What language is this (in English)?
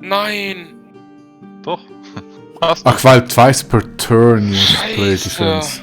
Swiss German